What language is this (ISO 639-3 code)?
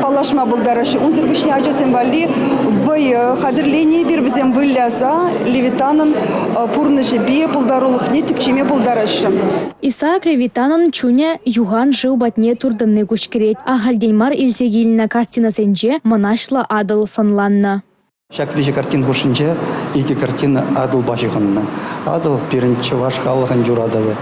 chv